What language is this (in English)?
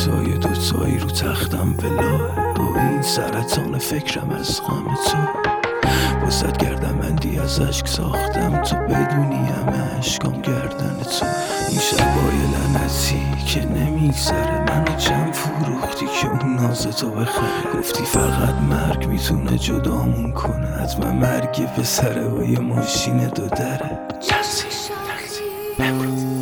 Persian